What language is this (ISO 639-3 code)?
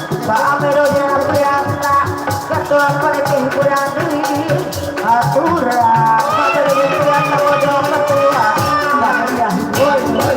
bew